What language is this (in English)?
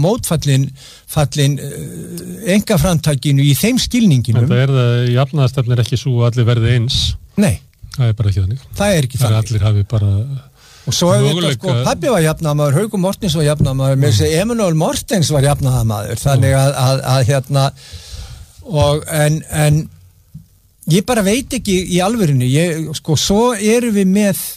Icelandic